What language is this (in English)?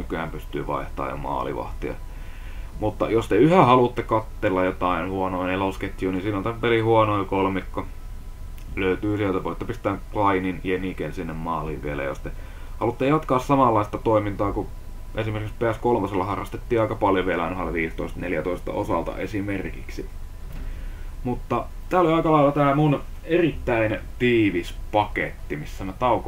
Finnish